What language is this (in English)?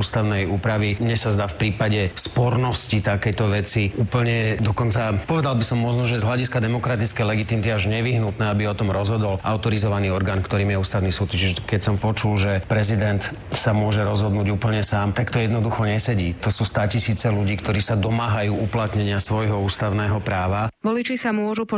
Slovak